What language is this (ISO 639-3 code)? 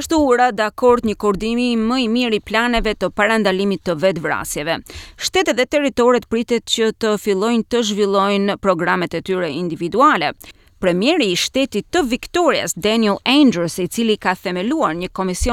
sqi